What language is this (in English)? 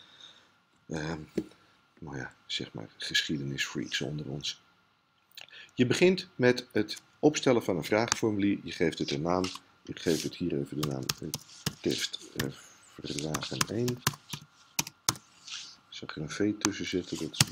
Dutch